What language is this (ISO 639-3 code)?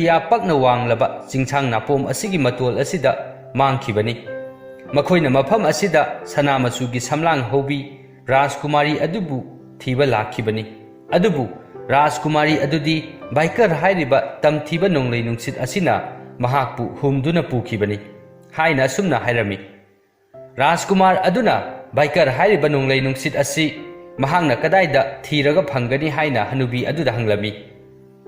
mni